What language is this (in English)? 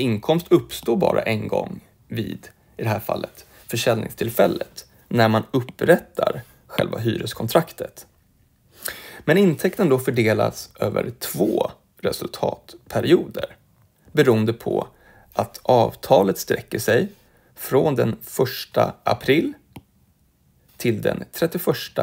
Swedish